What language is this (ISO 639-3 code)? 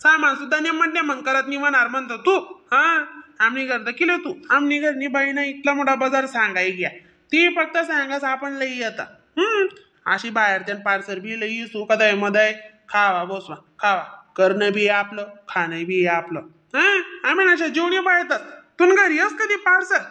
khn